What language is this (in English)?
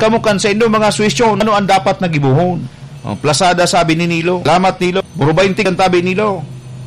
Bikol